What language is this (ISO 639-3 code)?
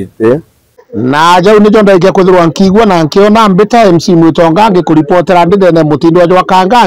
mer